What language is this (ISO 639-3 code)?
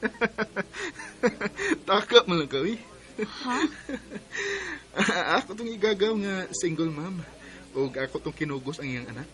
ceb